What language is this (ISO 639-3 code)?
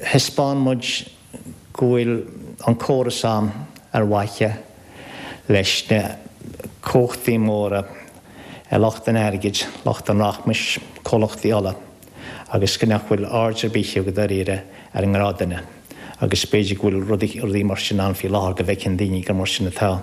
gle